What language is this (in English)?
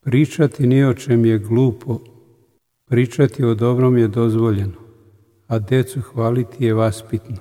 Serbian